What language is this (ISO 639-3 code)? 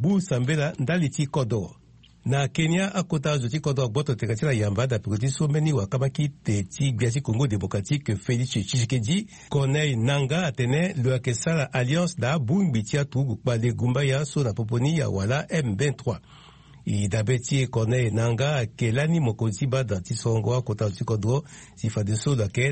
sag